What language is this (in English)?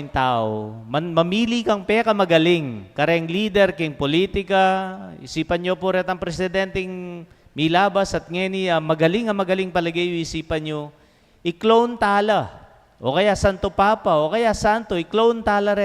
Pampanga